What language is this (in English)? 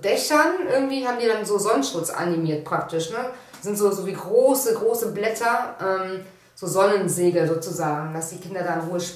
German